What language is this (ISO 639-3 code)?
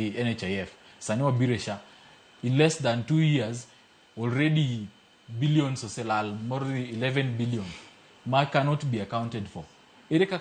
luo